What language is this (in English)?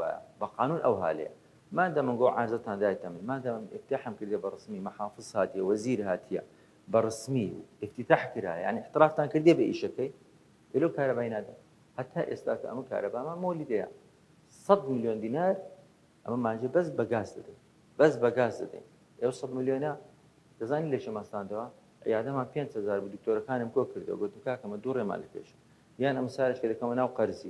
Central Kurdish